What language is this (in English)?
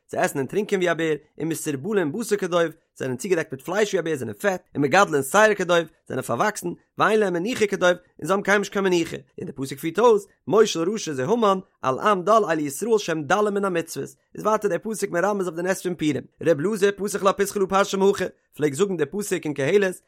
Yiddish